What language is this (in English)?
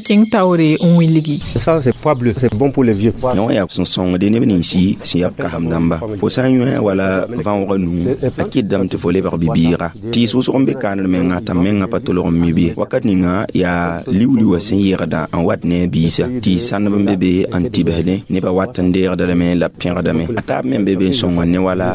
Mossi